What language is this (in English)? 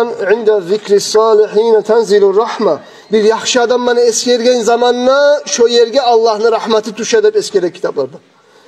Kumyk